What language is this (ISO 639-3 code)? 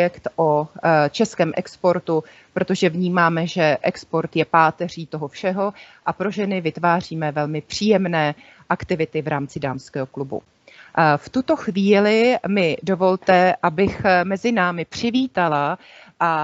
ces